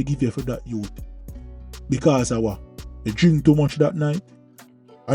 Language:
Jamaican Creole English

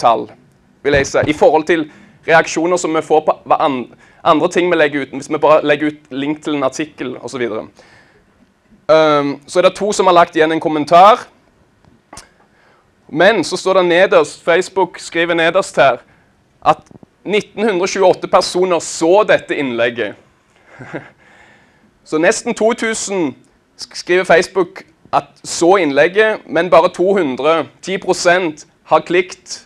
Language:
Norwegian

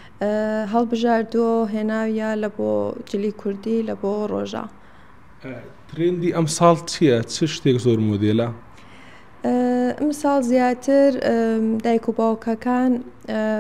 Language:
Central Kurdish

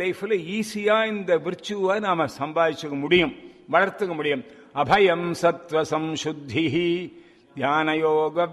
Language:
Tamil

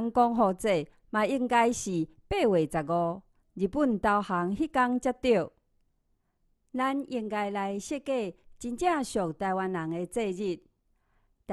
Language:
Min Nan Chinese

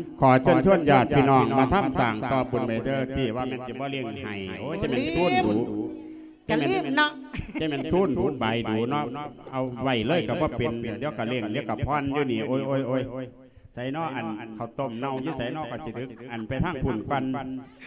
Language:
Lao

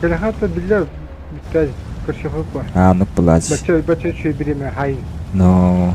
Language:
Yakut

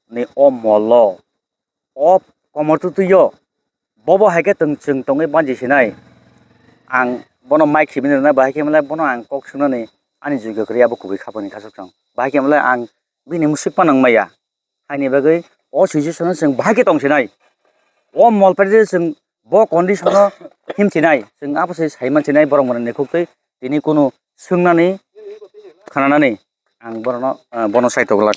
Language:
Kok Borok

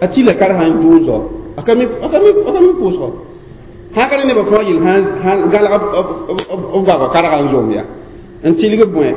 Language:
Mossi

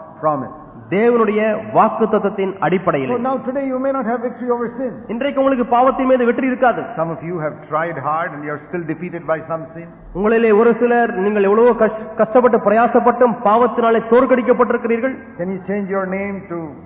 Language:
Tamil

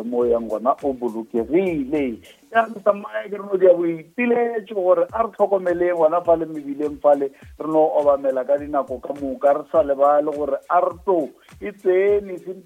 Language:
Northern Sotho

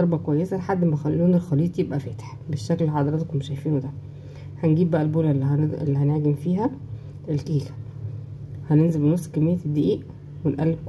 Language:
Egyptian Arabic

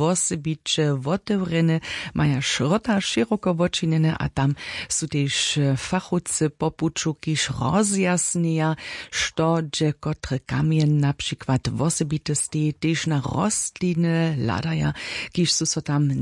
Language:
Upper Sorbian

